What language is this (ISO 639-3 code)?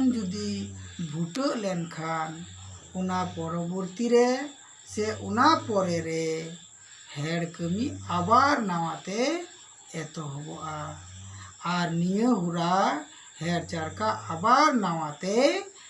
sat